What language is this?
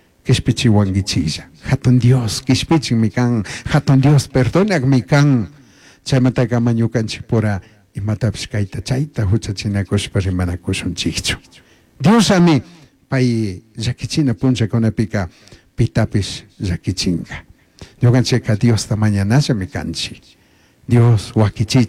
Chimborazo Highland Quichua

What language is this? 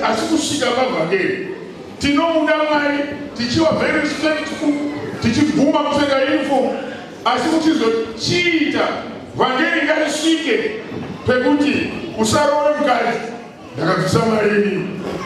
Shona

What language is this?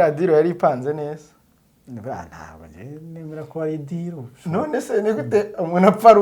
Kinyarwanda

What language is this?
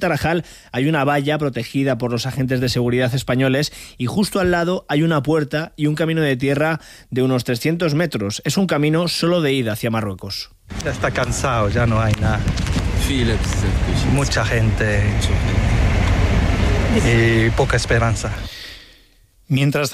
Spanish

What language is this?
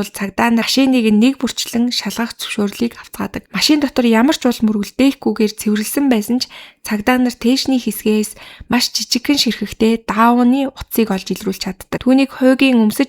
Mongolian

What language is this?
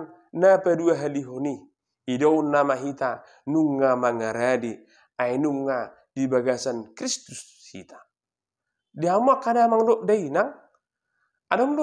Batak Toba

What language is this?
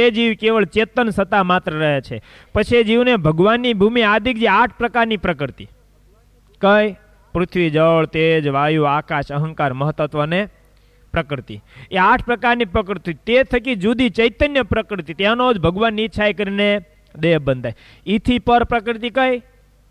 Gujarati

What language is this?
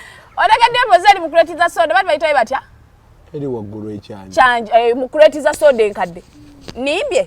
Ganda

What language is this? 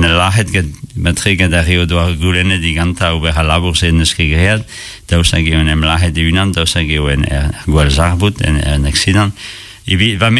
Breton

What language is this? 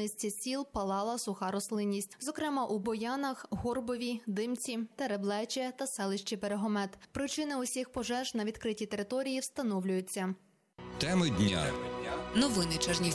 Ukrainian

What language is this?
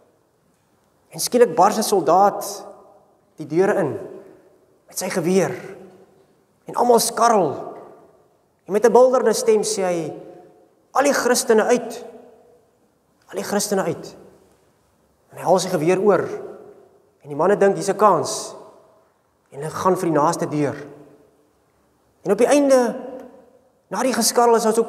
Afrikaans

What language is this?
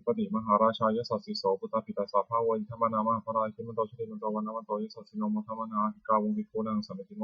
Pali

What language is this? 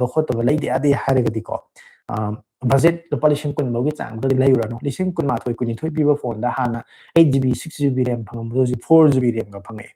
Manipuri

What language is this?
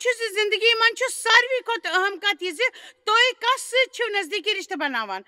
Kashmiri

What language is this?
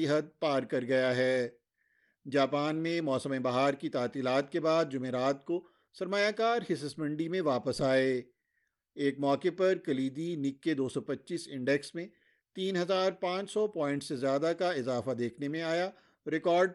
Urdu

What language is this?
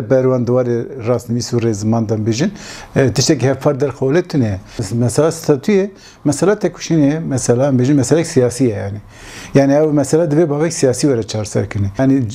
Kurdish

